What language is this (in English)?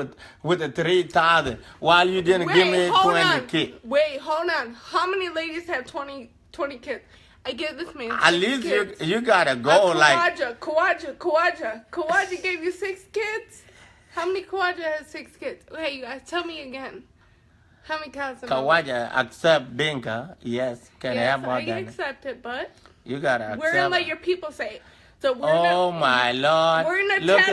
Dinka